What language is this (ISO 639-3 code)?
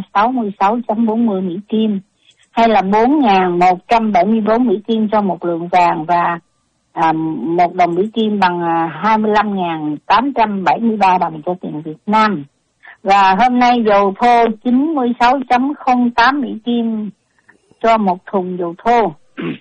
vie